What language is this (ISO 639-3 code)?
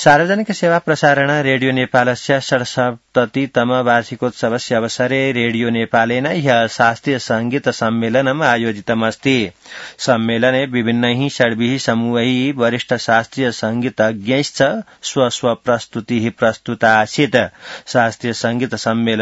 san